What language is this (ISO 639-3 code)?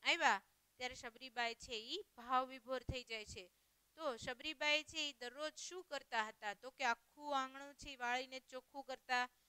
guj